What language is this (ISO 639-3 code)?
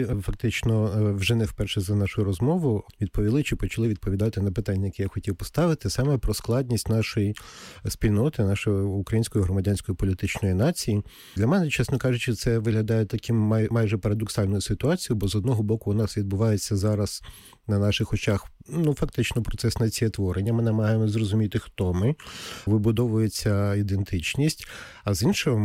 ukr